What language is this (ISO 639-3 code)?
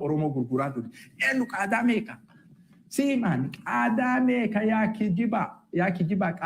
orm